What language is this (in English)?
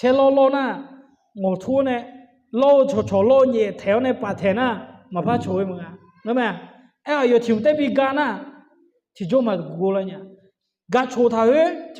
Akha